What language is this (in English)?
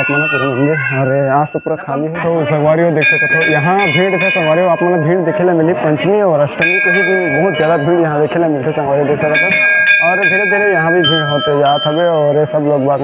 Chhattisgarhi